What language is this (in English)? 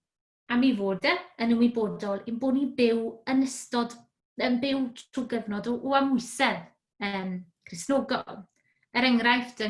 Welsh